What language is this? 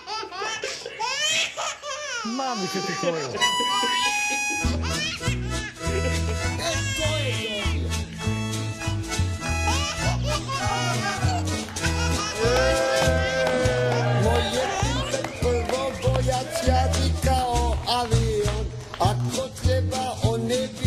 Croatian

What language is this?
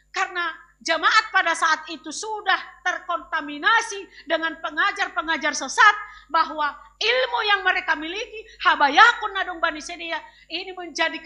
Batak Simalungun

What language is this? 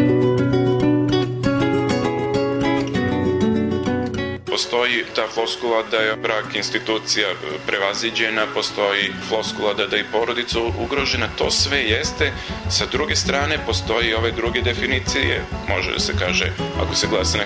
Serbian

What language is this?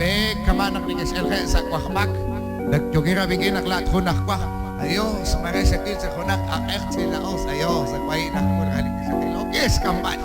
Kekchí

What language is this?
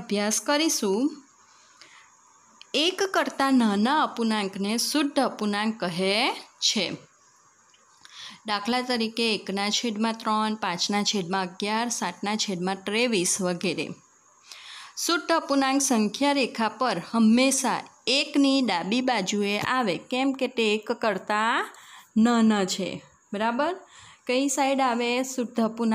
Gujarati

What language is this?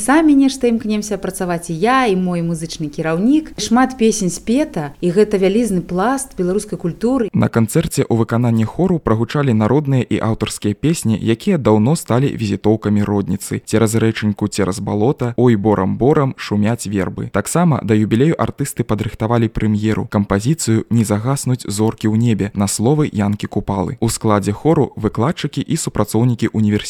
Belarusian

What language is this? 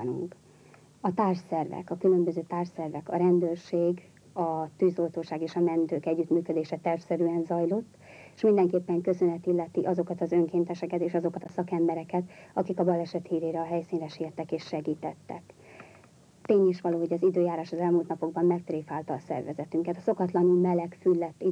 Hungarian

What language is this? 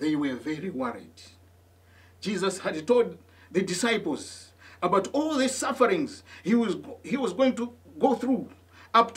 English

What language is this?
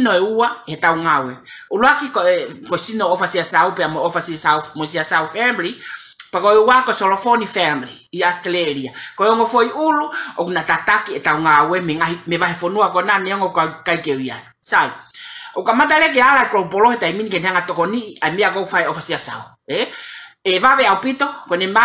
Tongan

